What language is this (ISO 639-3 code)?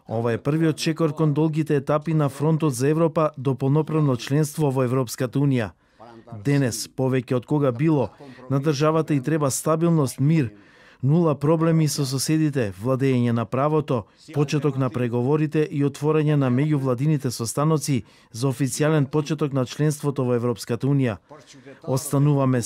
mkd